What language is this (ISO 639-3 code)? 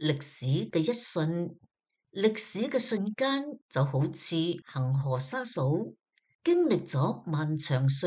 yue